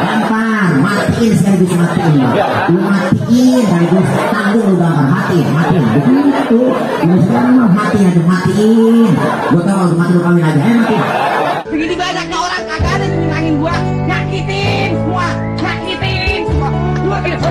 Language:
Betawi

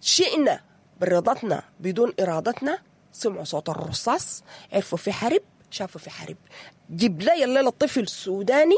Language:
Sudanese Arabic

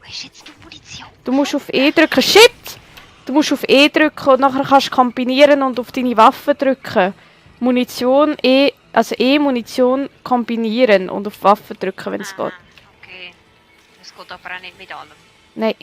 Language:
Swiss German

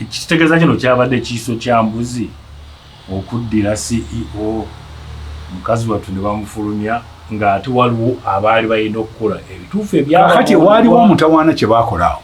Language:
Ganda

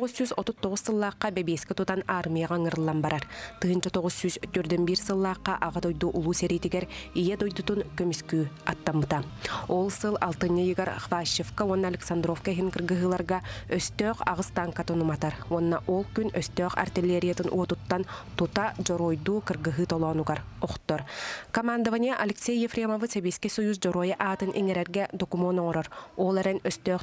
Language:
Yakut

